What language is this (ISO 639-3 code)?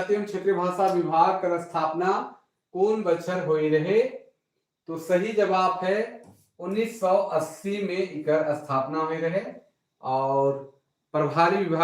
sck